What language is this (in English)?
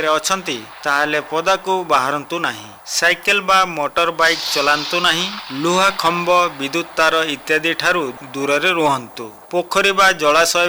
Odia